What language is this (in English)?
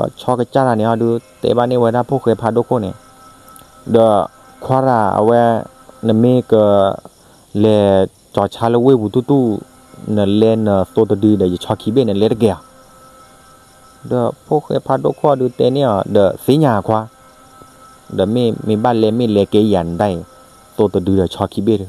S'gaw Karen